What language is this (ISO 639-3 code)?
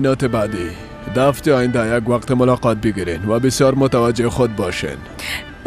fas